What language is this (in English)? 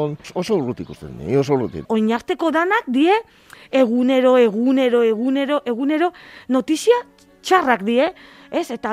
Basque